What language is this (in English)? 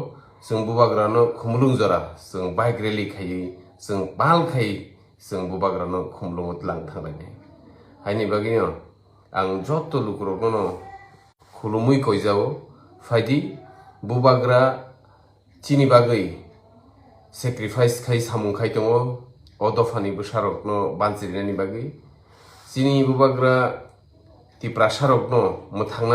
Kok Borok